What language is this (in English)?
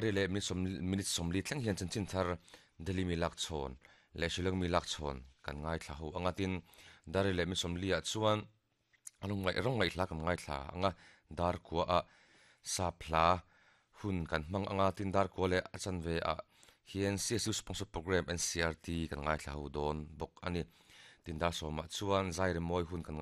Mizo